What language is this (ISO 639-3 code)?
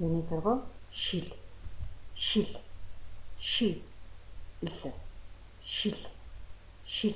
mon